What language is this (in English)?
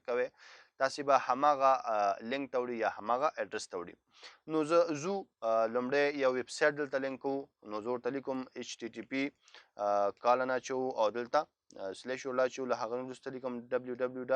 Pashto